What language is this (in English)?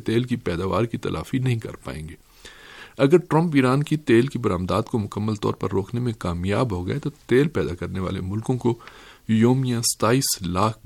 Urdu